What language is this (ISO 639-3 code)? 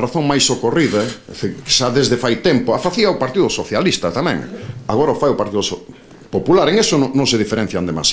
glg